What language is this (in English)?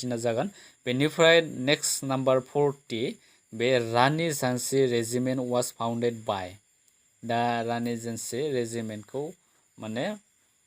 Bodo